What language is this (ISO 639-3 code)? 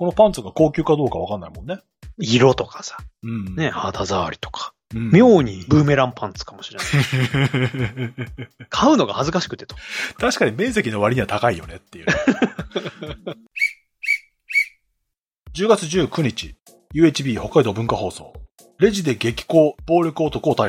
jpn